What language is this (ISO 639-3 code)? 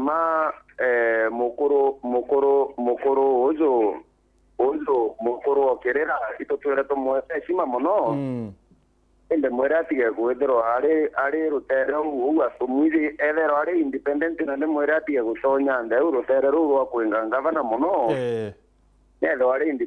mer